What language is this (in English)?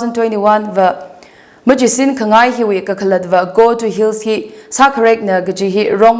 Tangkhul Naga (India)